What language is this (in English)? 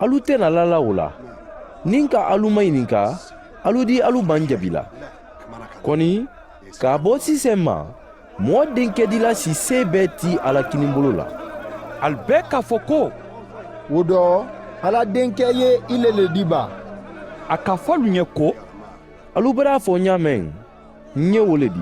Mandingo